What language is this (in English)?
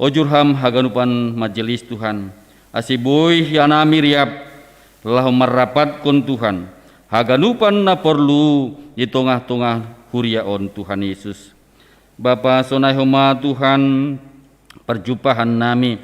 Batak Simalungun